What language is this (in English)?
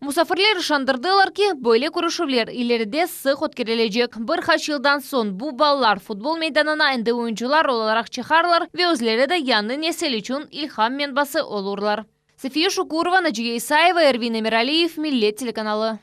Crimean Tatar